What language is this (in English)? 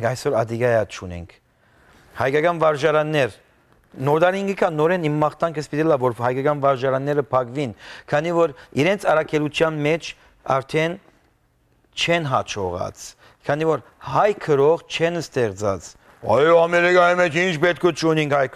Western Armenian